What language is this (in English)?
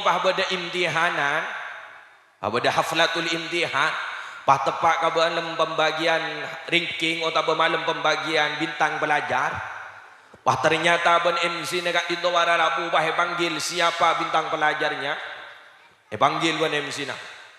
Madurese